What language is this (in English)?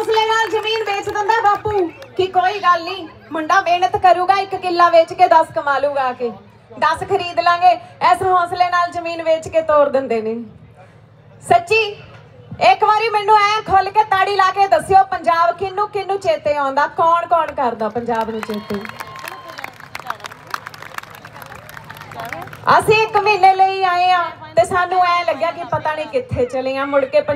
Punjabi